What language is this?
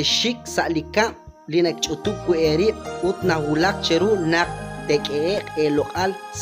Kekchí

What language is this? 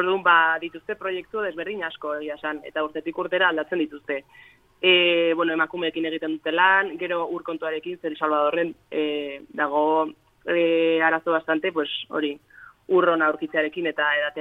Basque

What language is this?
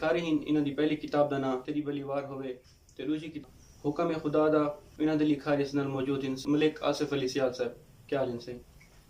Saraiki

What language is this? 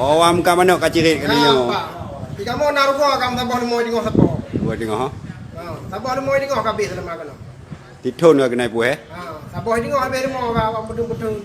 Achinese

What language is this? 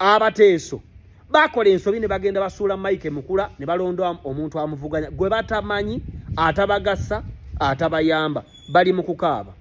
Ganda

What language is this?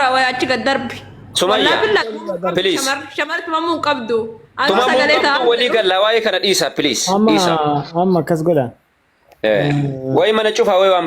Oromo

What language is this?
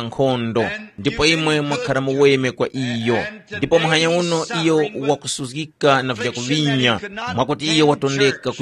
Tumbuka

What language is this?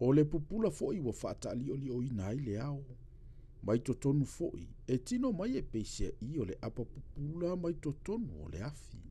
Samoan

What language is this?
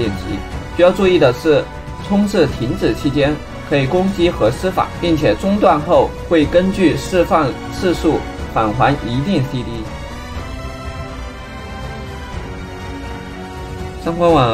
Chinese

